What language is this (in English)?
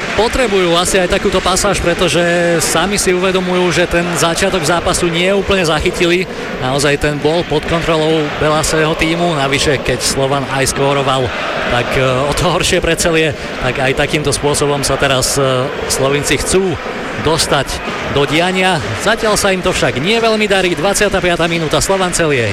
Slovak